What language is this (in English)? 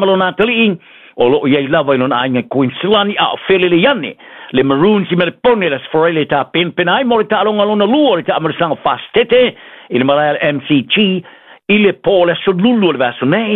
Samoan